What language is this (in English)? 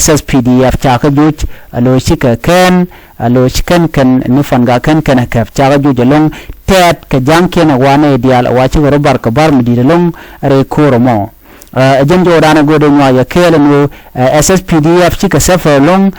Nuer